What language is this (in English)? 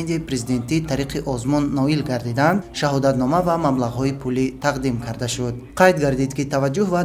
Tajik